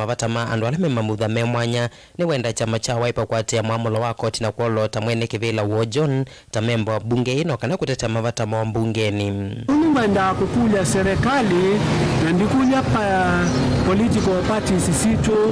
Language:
Kamba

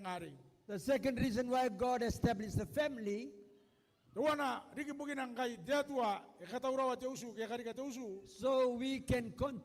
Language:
Gilbertese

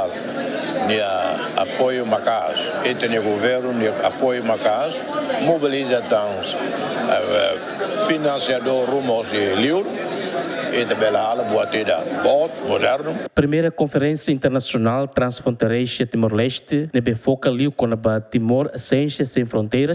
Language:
Tetum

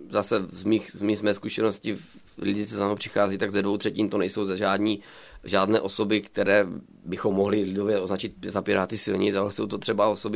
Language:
Czech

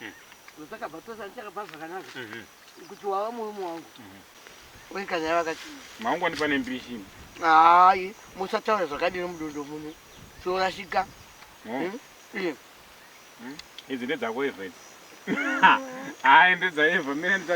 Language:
Shona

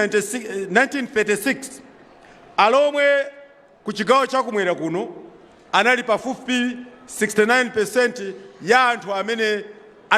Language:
Nyanja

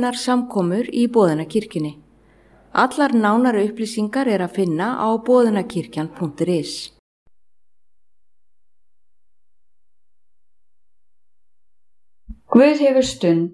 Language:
Icelandic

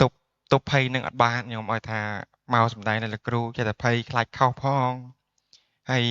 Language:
Khmer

